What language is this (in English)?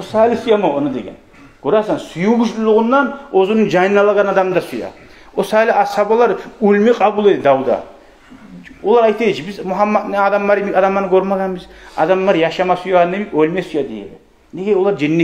Kumyk